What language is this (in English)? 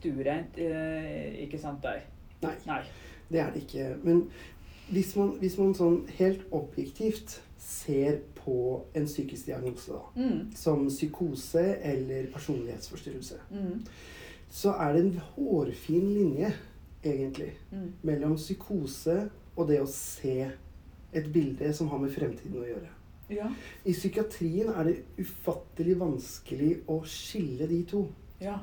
Norwegian